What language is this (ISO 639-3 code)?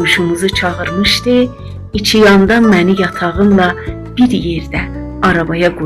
azb